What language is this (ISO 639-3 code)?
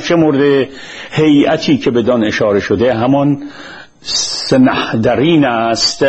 fas